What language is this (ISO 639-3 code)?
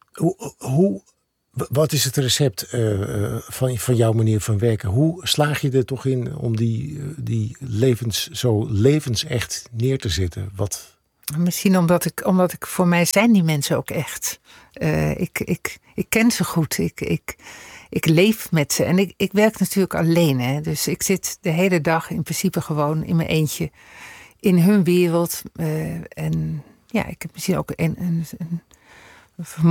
nld